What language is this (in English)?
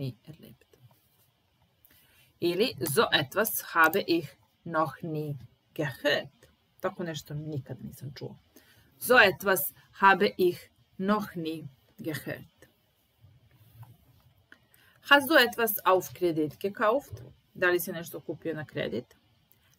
Serbian